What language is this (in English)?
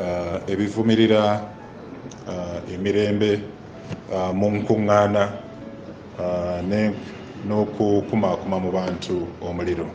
Ganda